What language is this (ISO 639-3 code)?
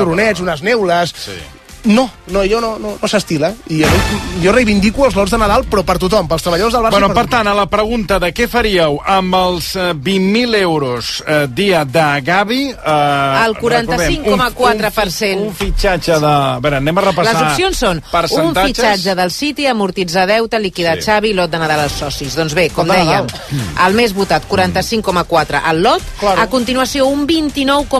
cat